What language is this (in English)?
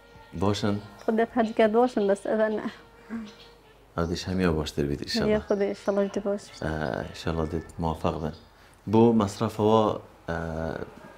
Persian